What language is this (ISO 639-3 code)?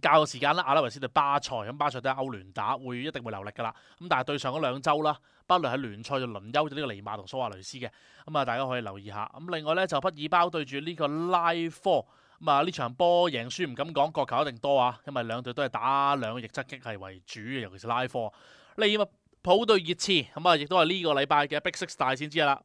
yue